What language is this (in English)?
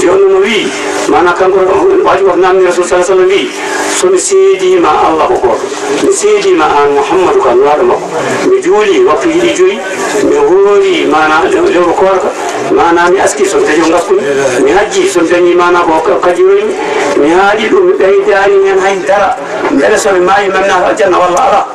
Fula